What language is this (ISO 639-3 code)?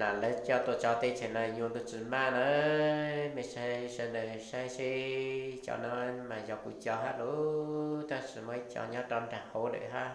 hmn